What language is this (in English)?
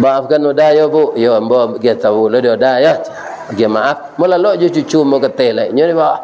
Minangkabau